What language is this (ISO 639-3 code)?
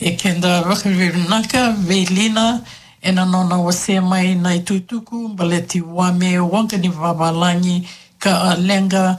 fij